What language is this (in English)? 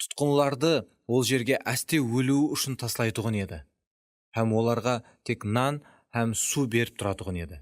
Kara-Kalpak